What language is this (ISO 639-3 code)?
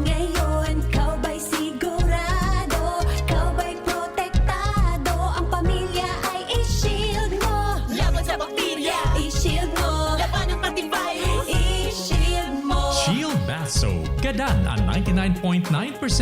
bik